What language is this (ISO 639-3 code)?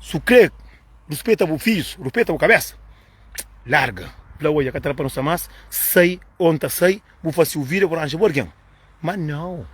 kea